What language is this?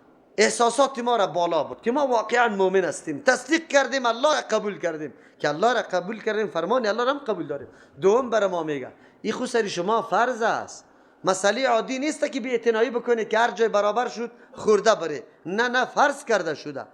Persian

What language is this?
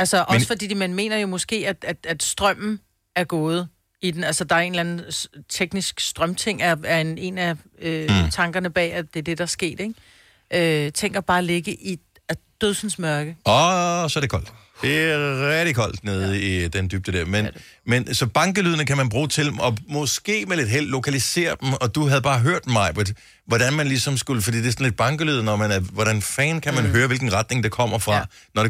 Danish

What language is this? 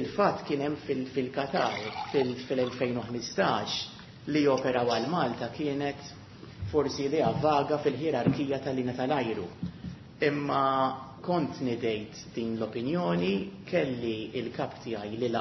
Maltese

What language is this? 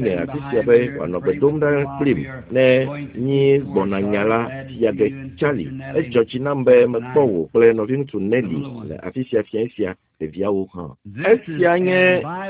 Ewe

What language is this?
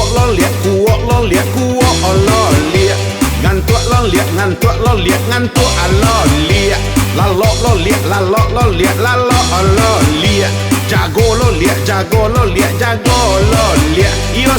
Minangkabau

